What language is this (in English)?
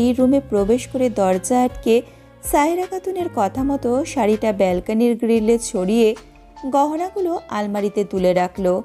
Bangla